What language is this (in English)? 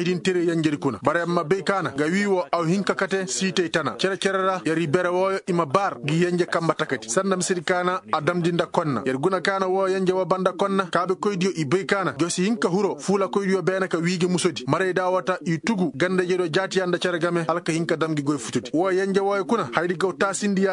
Koyraboro Senni